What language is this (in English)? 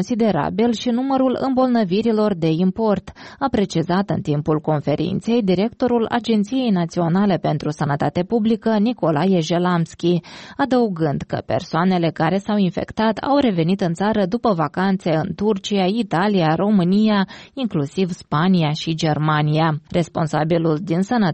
Romanian